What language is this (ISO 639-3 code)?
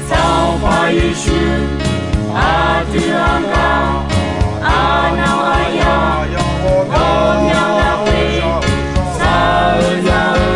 ahk